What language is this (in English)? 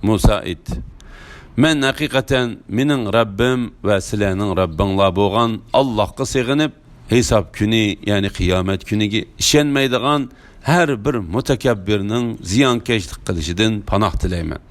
Uyghur